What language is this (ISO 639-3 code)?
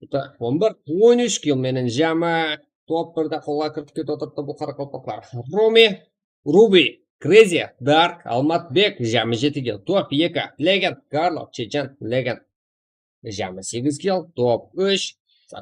kaa